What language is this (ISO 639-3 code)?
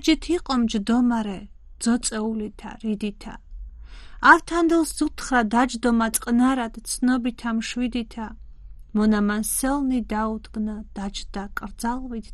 kat